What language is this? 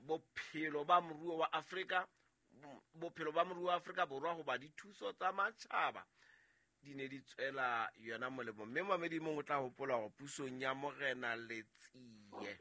Southern Sotho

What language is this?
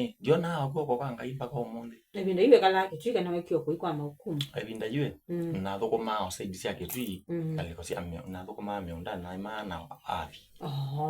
Kamba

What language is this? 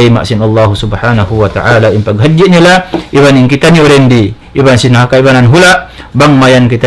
Tausug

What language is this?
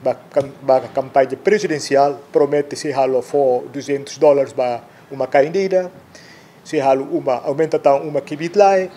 Tetum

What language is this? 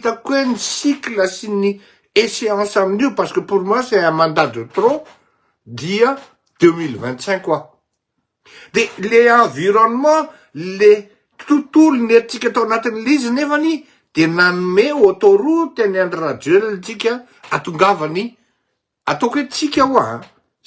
Malagasy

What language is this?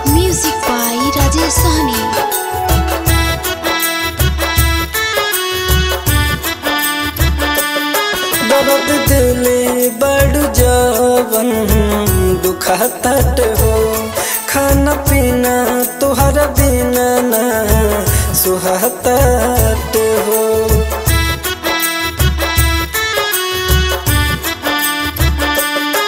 Bhojpuri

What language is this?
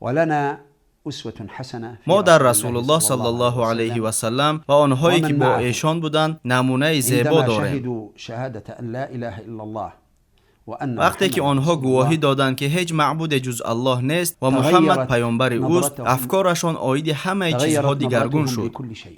Tajik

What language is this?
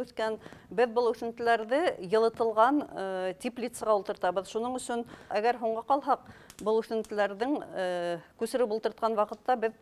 Bashkir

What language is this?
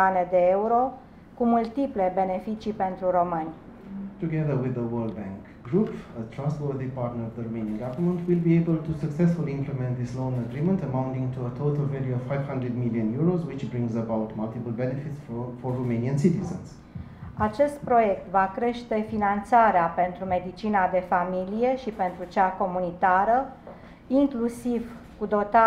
Romanian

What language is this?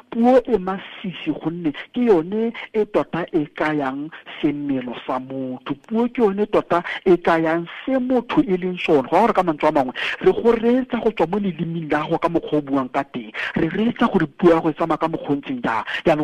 Tswana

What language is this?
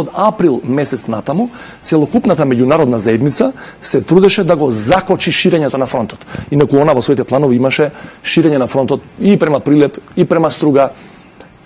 Macedonian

